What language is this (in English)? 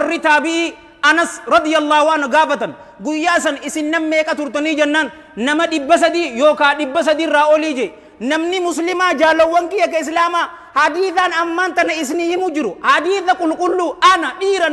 Oromo